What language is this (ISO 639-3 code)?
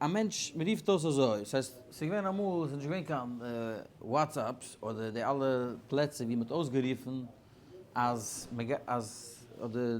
yid